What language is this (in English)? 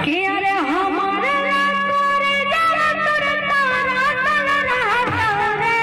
Magahi